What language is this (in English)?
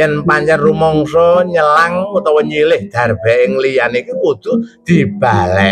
Javanese